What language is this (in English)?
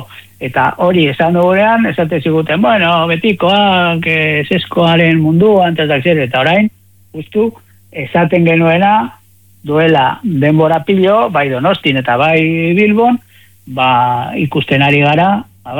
Basque